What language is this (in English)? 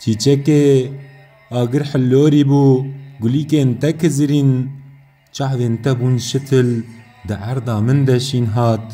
Kurdish